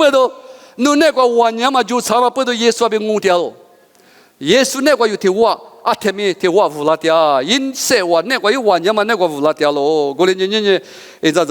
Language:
Lisu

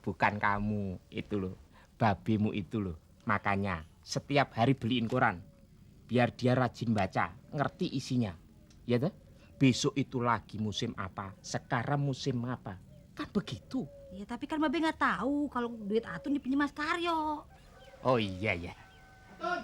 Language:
Betawi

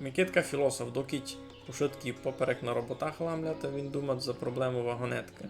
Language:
Rusyn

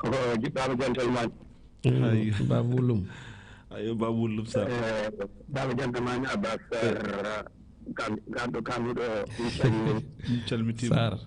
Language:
Fula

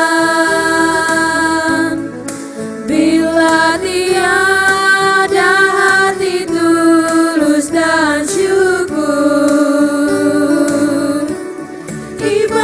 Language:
Ambonese Malay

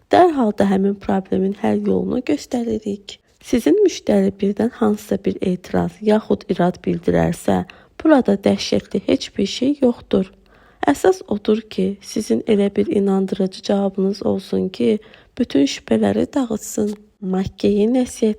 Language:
Azerbaijani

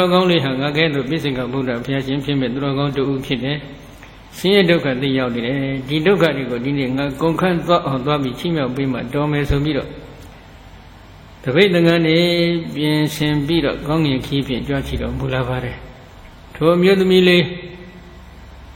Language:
Burmese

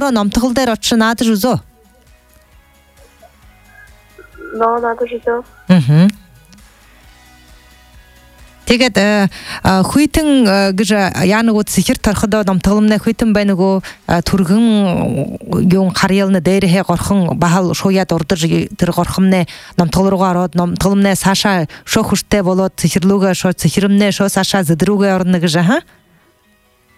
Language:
Buriat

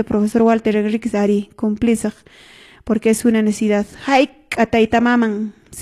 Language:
Quechua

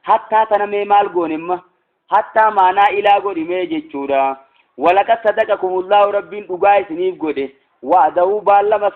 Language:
Oromo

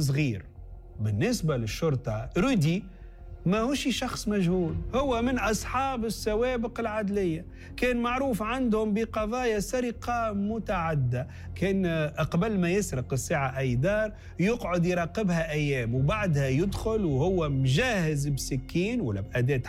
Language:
Tunisian Arabic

